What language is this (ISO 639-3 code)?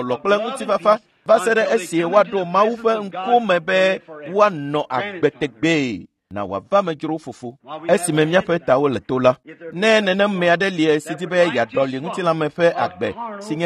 ewe